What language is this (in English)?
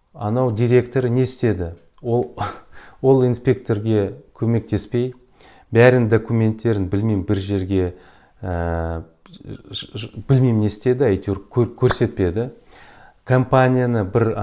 Kazakh